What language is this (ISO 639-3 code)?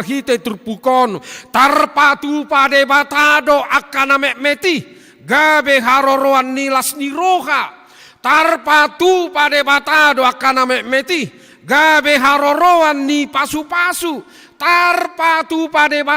bbc